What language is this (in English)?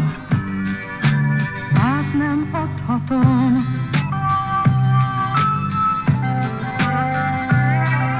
Hungarian